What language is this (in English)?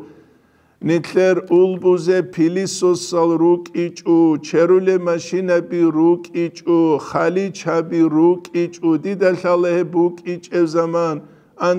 Avaric